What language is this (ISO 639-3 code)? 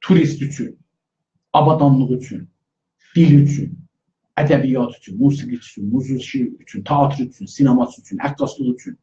azb